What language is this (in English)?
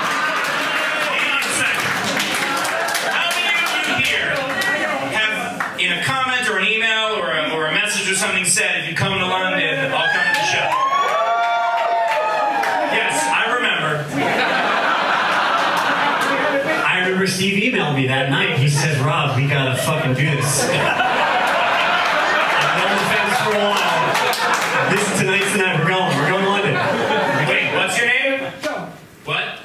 English